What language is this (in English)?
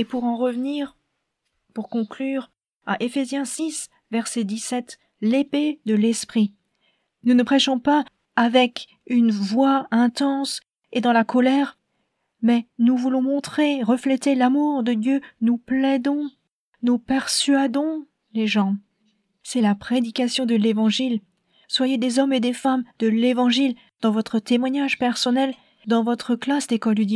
French